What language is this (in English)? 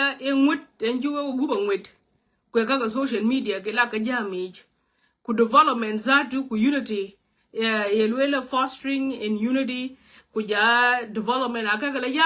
Nuer